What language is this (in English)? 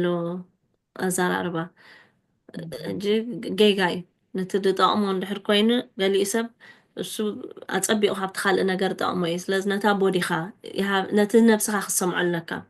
Tigrinya